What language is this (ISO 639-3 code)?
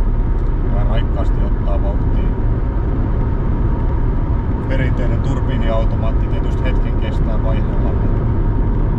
fin